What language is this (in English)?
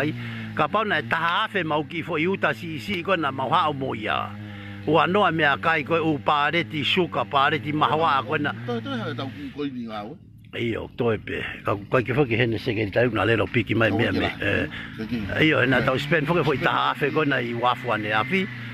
Tongan